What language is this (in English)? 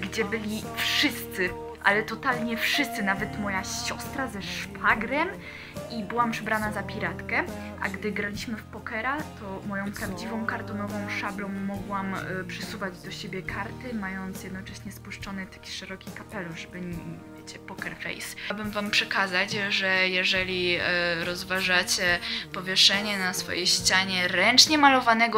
Polish